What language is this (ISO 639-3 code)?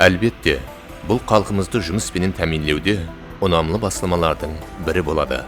kaa